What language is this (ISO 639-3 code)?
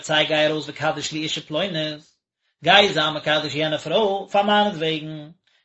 yid